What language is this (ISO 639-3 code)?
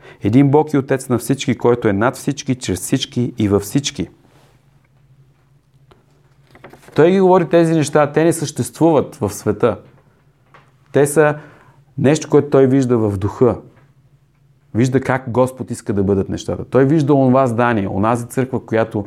bul